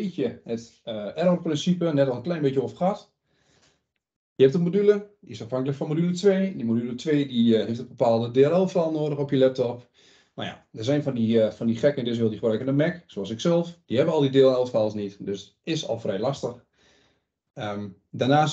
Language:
Dutch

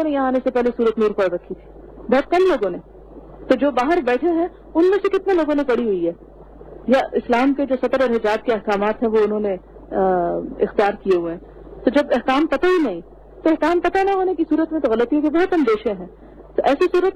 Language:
Urdu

